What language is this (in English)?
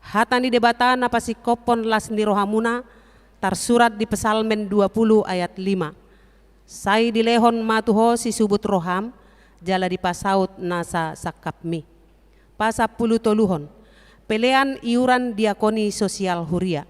Batak Toba